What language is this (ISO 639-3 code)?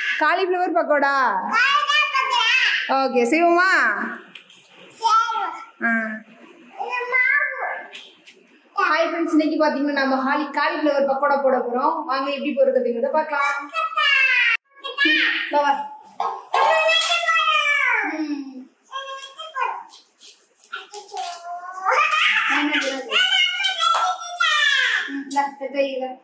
tam